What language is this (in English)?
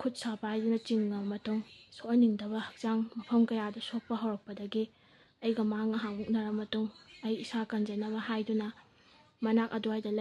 Manipuri